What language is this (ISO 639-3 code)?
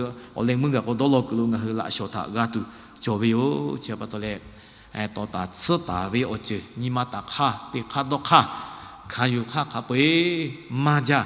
lhu